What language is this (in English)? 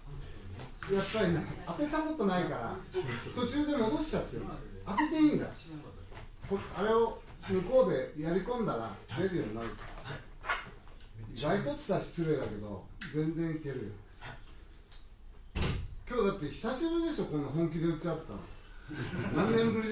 Japanese